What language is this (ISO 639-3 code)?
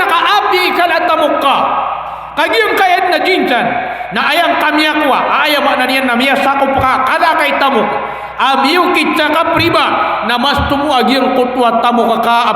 mrw